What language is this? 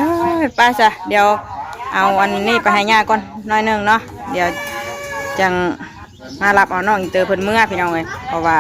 Northeastern Thai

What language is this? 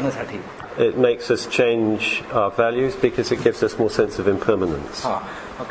Marathi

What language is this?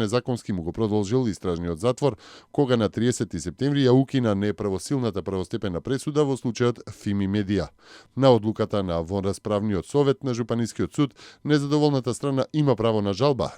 Macedonian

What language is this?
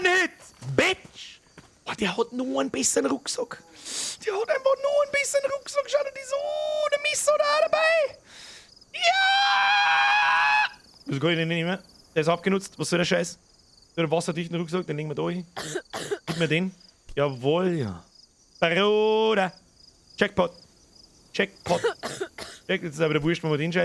Bavarian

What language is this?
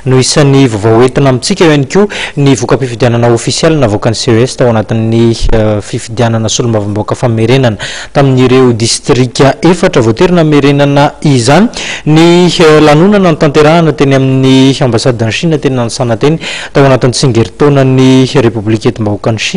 Malagasy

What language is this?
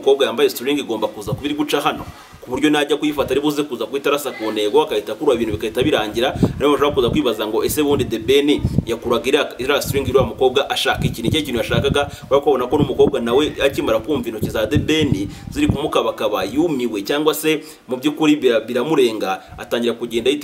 Kinyarwanda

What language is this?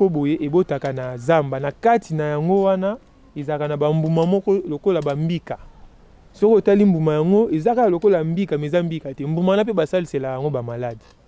Lingala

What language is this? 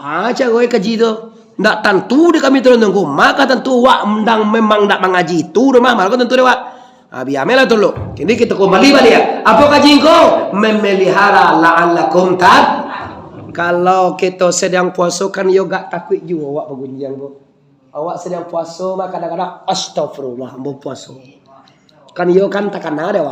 Minangkabau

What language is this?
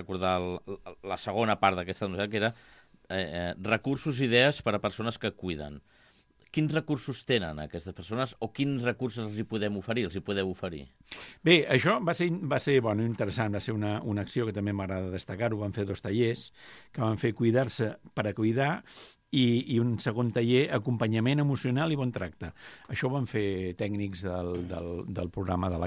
Catalan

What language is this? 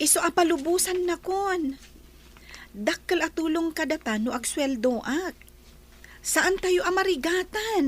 Iloko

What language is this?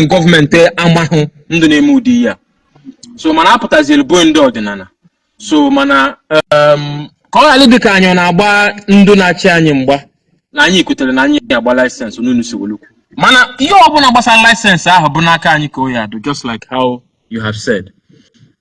Igbo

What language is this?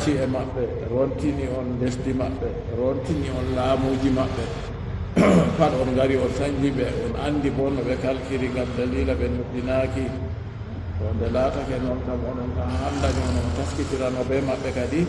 Fula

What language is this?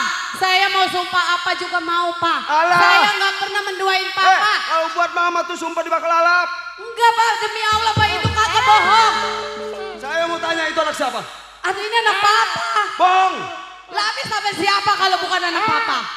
Betawi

